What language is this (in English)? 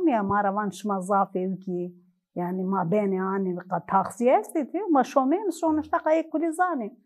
Zaza